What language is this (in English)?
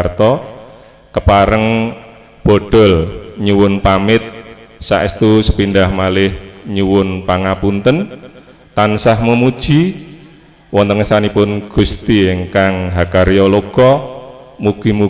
Javanese